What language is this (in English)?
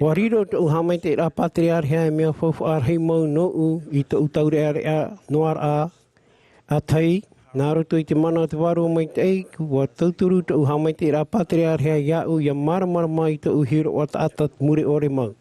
Tahitian